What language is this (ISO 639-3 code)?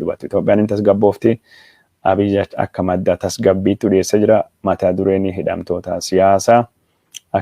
orm